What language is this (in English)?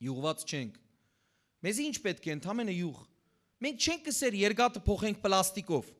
Western Armenian